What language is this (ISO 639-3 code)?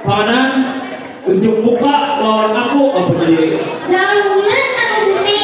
bjn